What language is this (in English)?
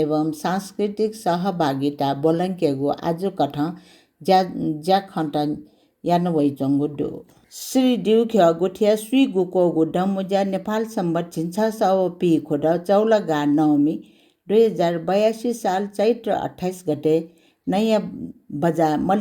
Newari